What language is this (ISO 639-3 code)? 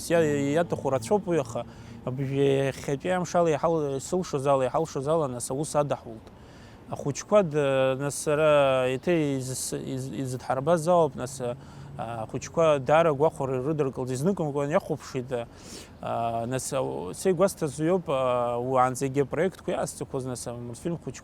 abk